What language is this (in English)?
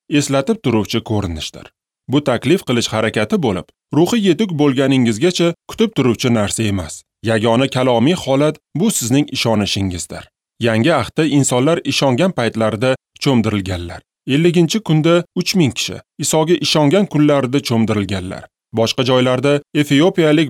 Uzbek